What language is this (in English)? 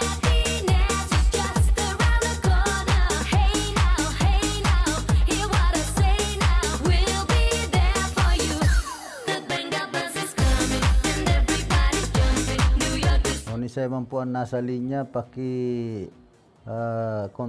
Bikol